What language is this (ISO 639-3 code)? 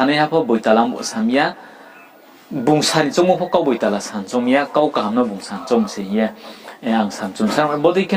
ria